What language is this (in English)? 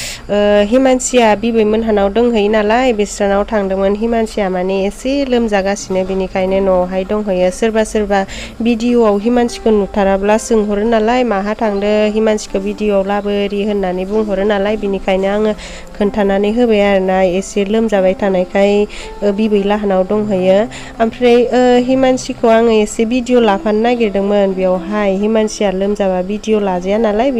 Bodo